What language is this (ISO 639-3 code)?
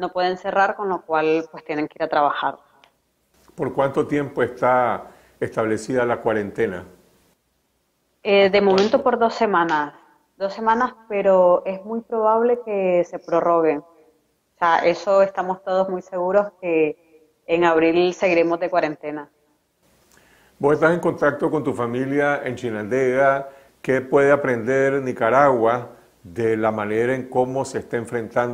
spa